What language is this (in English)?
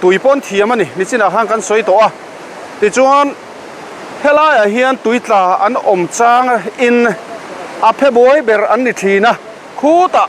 Mizo